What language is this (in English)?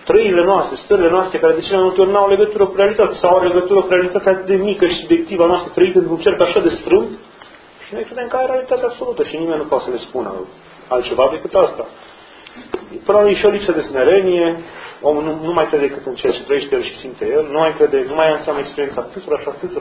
Romanian